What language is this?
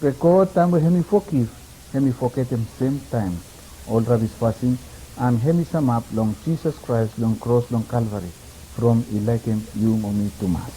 Bislama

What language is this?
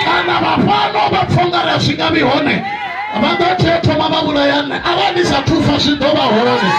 Venda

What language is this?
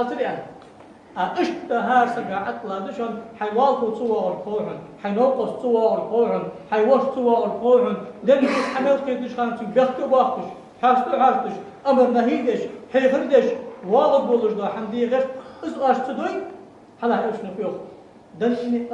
Ingush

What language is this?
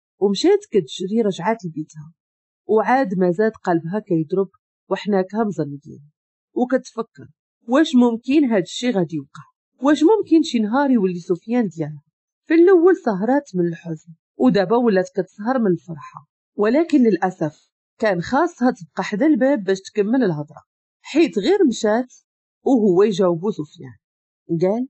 Moroccan Arabic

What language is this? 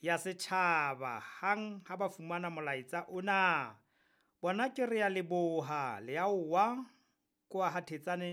Southern Sotho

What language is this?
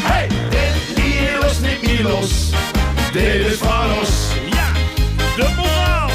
Limburgish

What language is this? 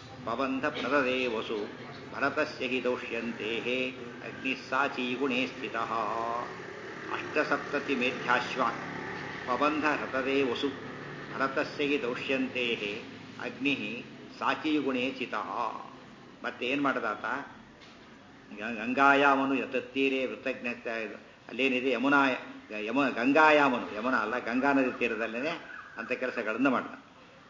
Kannada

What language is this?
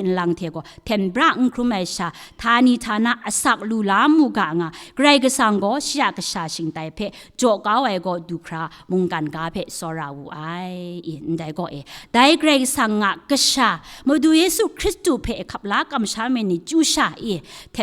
Kachin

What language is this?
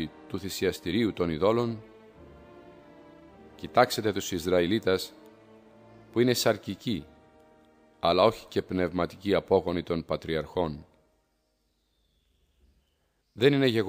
Greek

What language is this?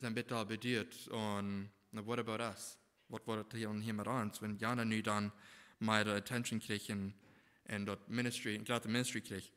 Plautdietsch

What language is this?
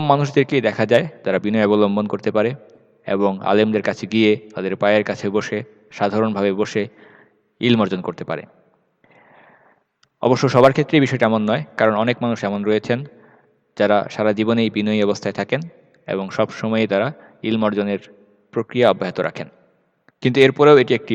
Bangla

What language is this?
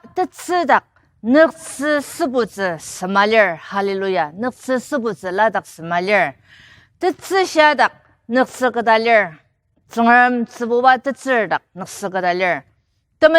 Ao Naga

